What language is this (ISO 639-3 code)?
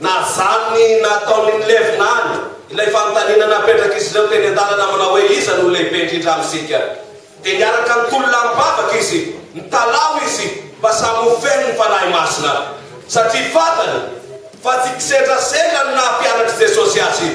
mlg